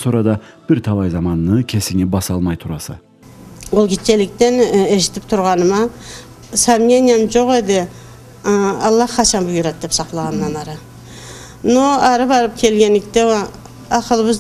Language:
Karachay-Balkar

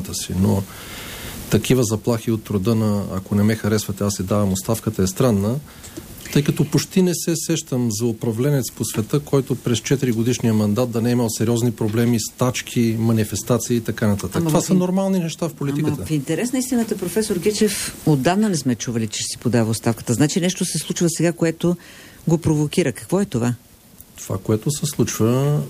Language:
Bulgarian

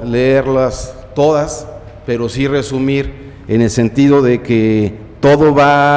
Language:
Spanish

